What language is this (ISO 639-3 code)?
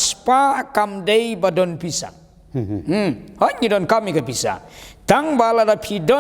kha